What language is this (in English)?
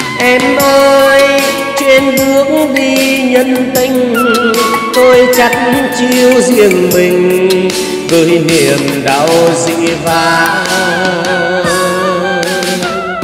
Vietnamese